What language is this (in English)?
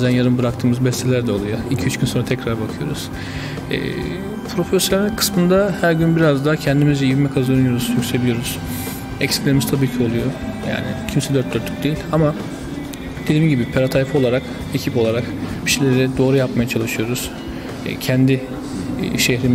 Turkish